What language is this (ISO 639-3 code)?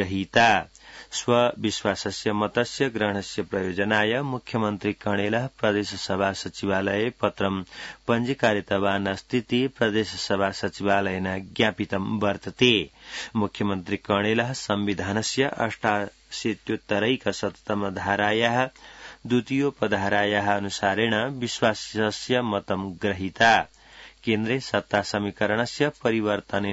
san